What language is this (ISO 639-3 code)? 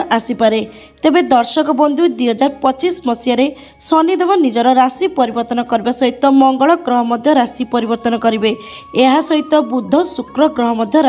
ori